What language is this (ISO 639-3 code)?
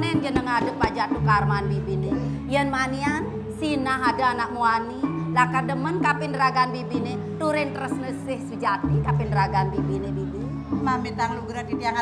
ban